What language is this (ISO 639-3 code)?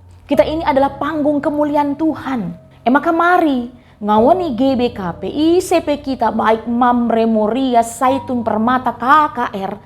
btx